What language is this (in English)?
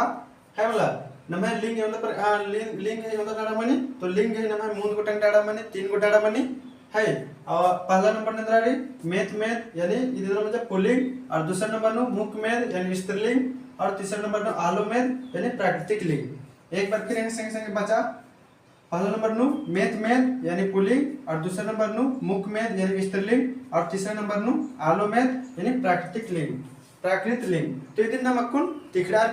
Kurukh